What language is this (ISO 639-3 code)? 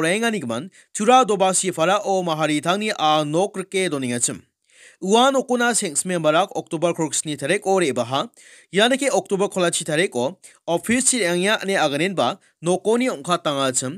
grt